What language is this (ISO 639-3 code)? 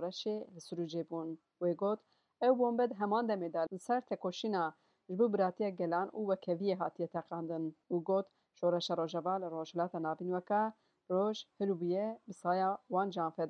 kur